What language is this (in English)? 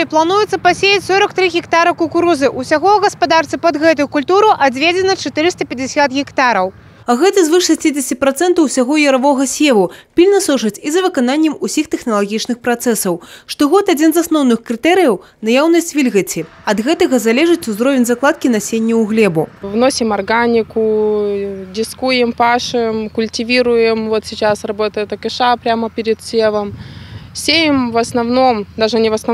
Belarusian